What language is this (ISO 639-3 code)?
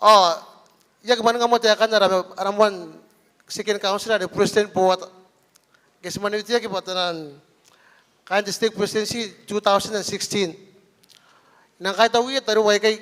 gil